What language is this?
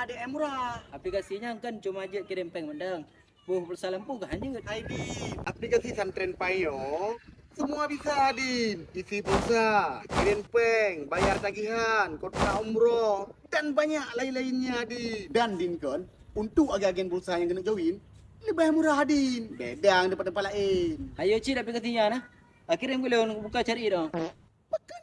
Achinese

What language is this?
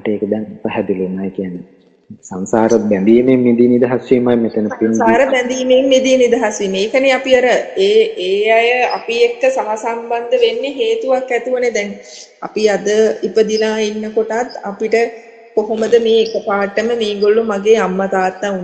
Sinhala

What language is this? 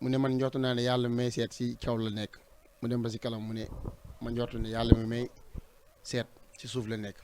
Wolof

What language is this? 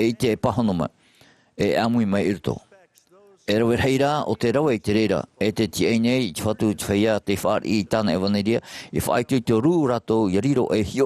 Tahitian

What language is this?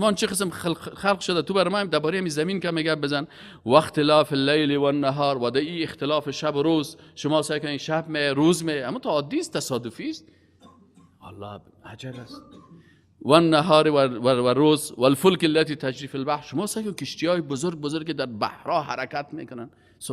Persian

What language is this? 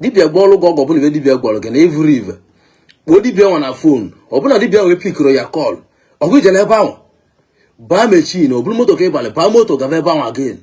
Igbo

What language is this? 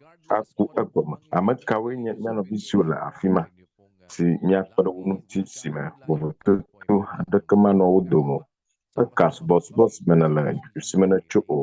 Ewe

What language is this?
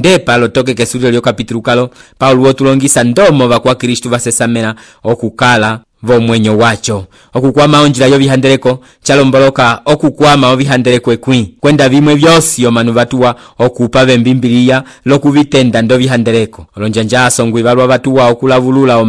Umbundu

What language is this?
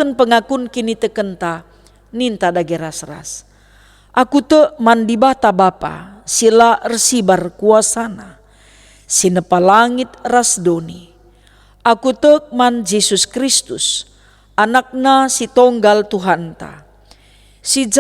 Batak Karo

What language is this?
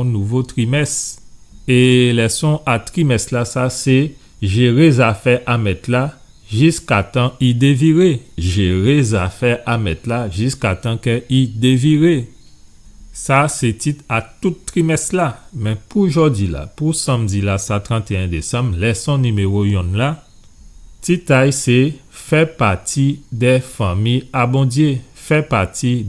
Guadeloupean Creole French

